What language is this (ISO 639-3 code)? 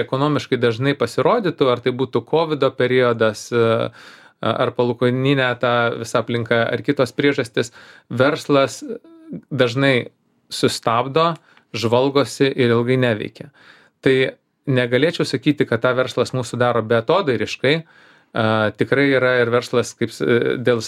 lit